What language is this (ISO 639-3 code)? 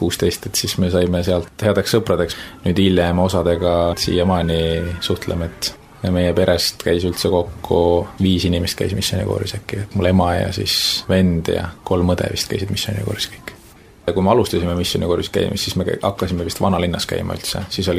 est